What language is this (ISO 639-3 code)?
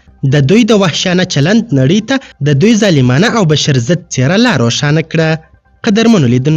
pus